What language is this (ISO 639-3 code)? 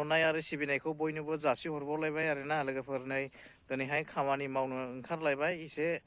brx